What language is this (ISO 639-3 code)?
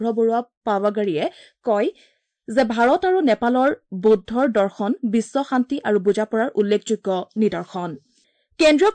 asm